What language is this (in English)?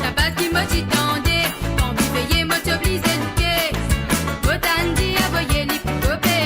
Morisyen